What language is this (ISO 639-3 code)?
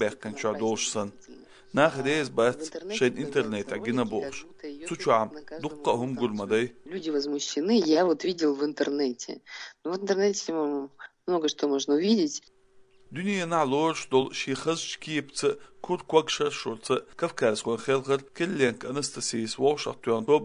che